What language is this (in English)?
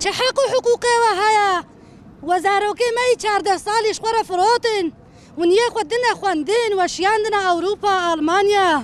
Kurdish